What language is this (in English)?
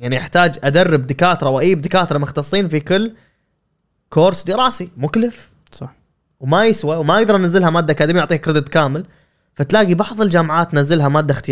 Gulf Arabic